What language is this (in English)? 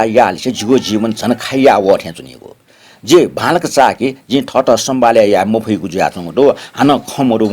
Newari